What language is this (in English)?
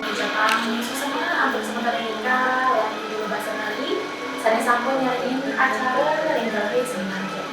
Balinese